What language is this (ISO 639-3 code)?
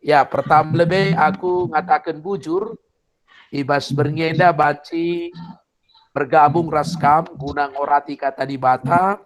btx